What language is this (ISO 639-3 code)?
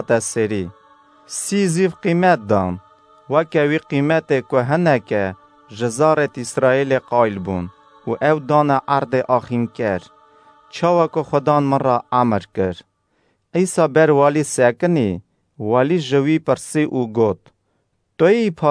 kur